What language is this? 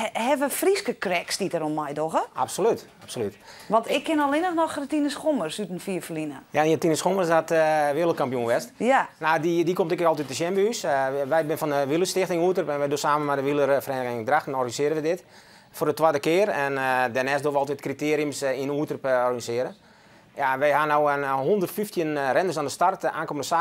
Western Frisian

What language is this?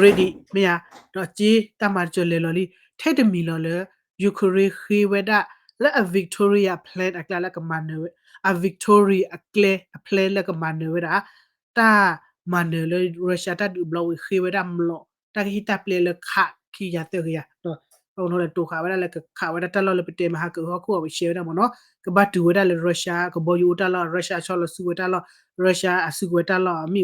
S'gaw Karen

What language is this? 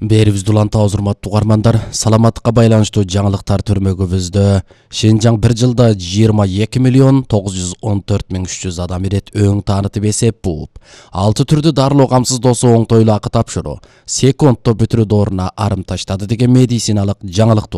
Kyrgyz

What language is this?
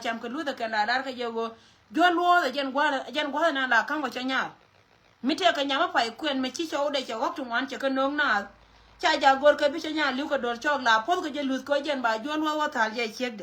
Nuer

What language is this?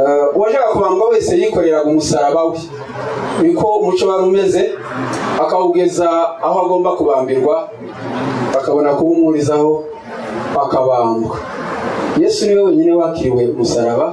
Kinyarwanda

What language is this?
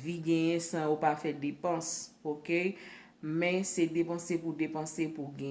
Haitian Creole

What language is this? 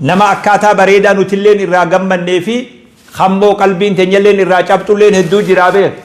Oromo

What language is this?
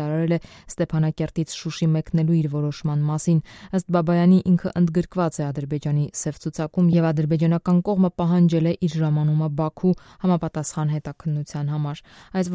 Armenian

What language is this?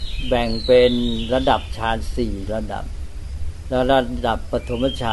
Thai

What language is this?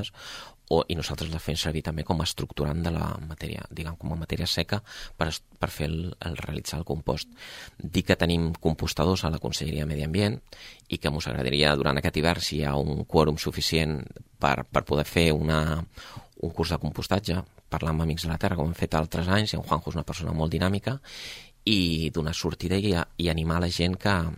Catalan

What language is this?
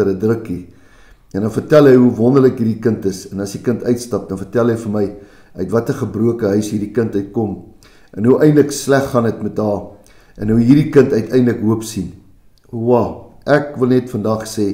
Afrikaans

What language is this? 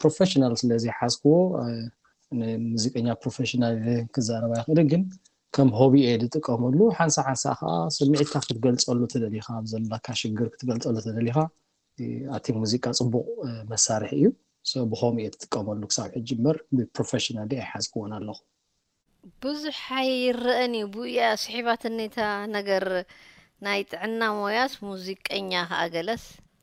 Tigrinya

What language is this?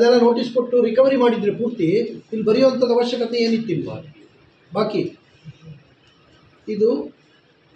Kannada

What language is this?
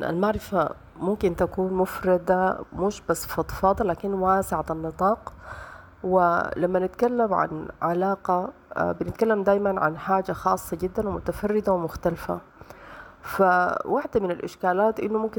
Sudanese Arabic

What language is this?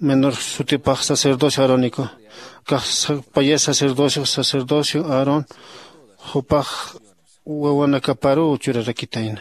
Aymara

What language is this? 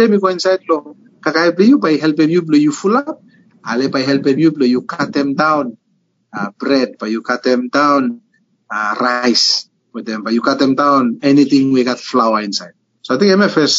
Bislama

